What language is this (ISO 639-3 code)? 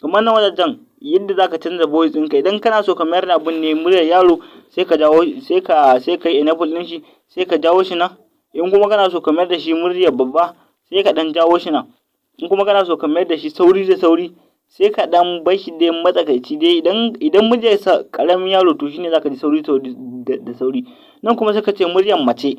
hau